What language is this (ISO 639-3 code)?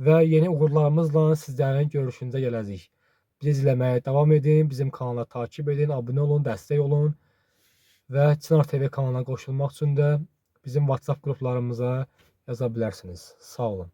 aze